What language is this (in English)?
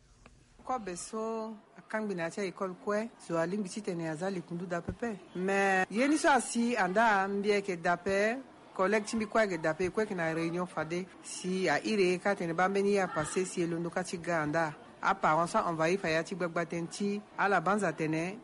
Sango